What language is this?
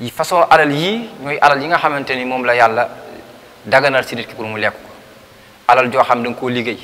Wolof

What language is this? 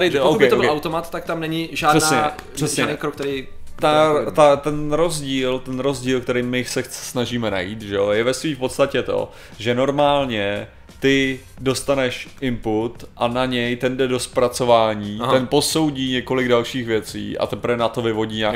Czech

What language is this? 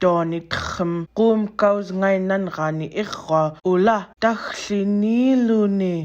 Central Yupik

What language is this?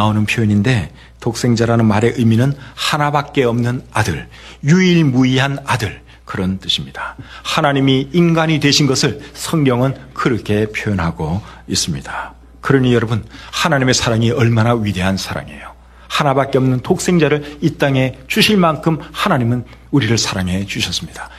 Korean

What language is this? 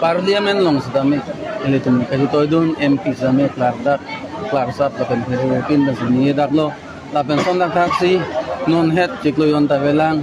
Karbi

